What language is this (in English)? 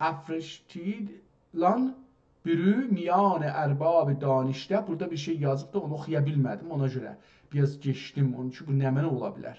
South Azerbaijani